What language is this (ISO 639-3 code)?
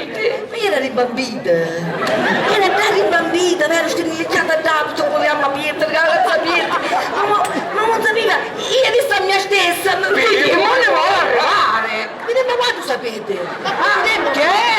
scn